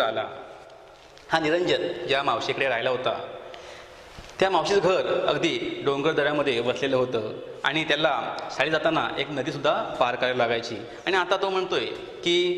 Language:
Marathi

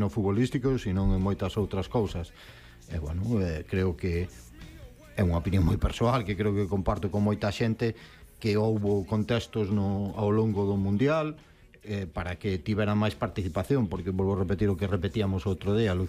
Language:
Galician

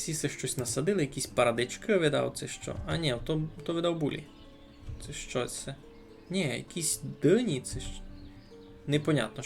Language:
Rusyn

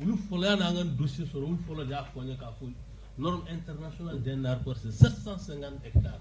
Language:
Bambara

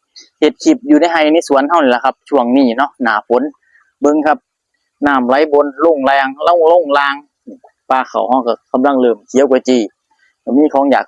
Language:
Northeastern Thai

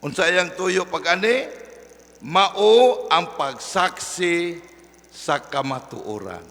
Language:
Cebuano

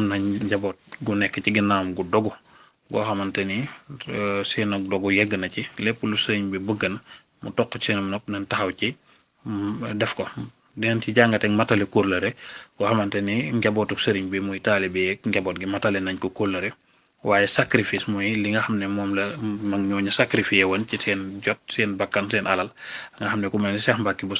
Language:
Wolof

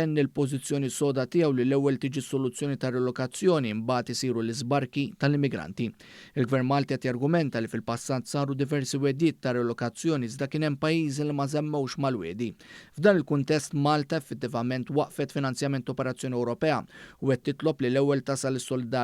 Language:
Maltese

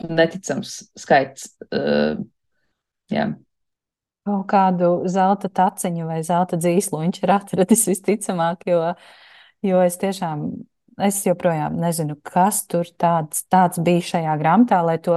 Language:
Latvian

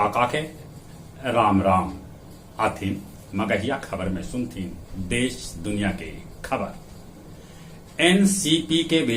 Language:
Magahi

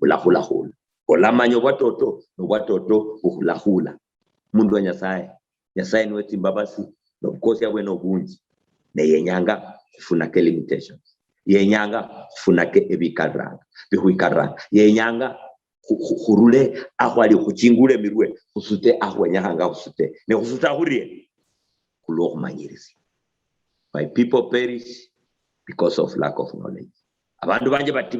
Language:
Luyia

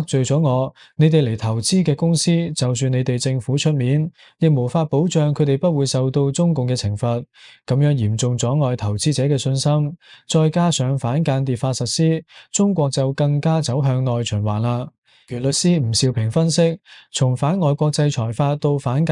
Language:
Cantonese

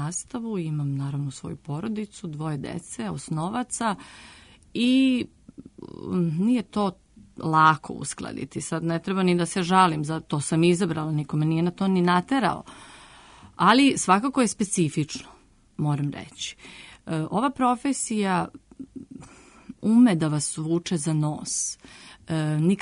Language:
Serbian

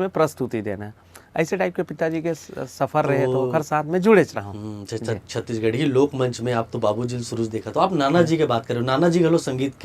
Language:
Chhattisgarhi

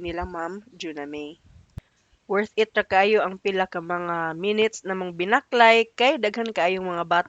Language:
Cebuano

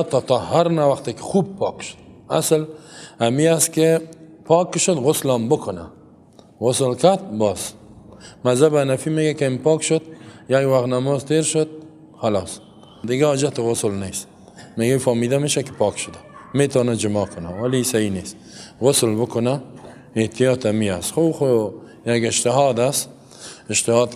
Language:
Persian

